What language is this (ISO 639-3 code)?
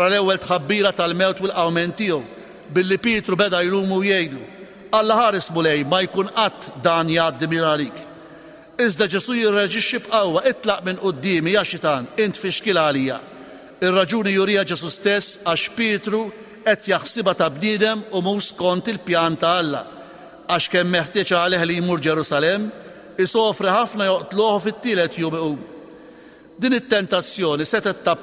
mlt